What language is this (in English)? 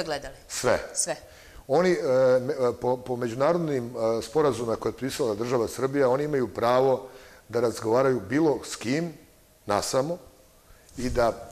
Serbian